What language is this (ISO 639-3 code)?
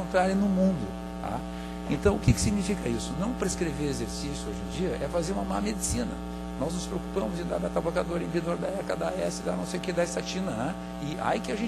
por